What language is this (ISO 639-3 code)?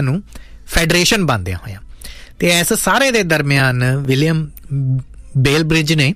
pan